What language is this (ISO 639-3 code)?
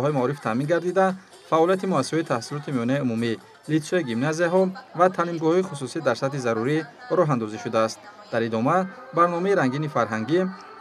tgk